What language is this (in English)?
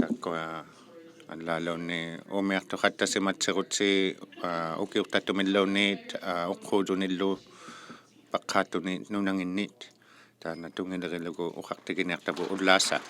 Inuktitut